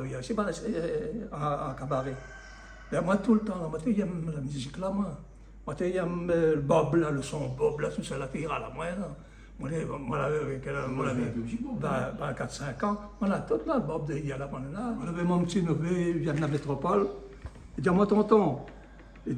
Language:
Réunion Creole French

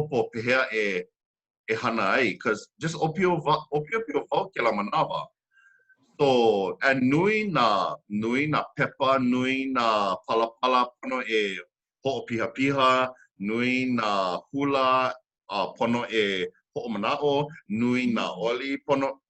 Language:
Hawaiian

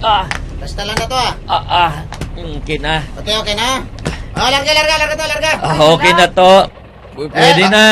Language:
Hiligaynon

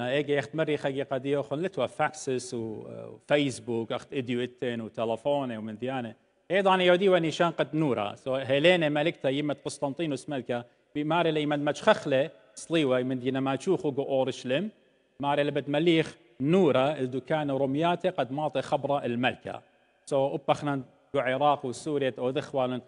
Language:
Assyrian Neo-Aramaic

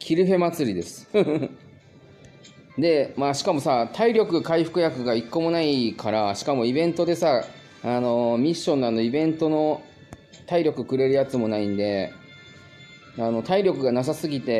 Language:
Japanese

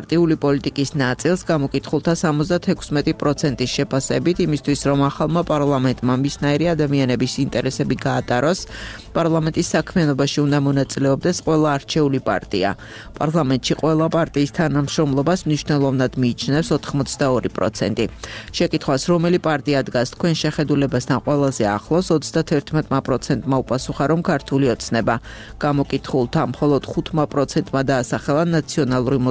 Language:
Georgian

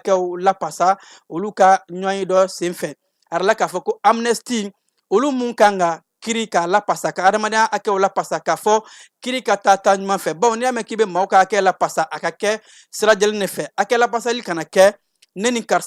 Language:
Bambara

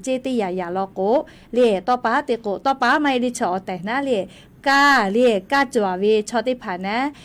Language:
Lahu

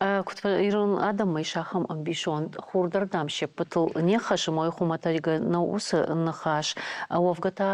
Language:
Ossetic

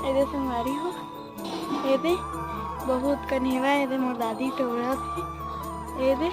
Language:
Chhattisgarhi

